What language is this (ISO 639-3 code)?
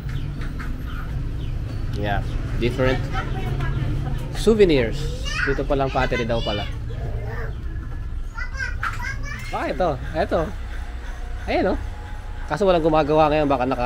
fil